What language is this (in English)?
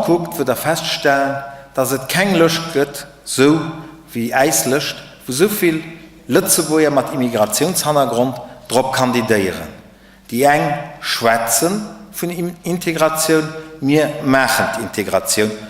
Luxembourgish